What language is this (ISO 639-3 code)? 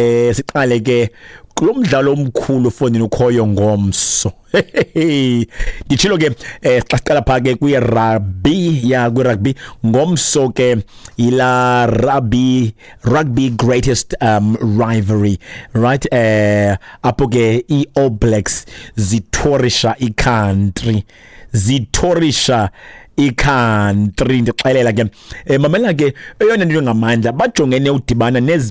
xho